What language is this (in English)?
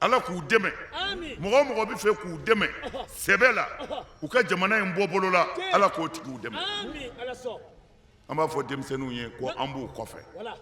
Bambara